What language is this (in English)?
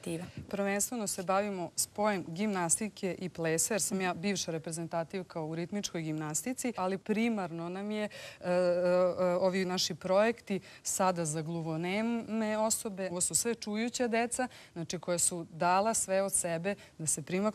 Serbian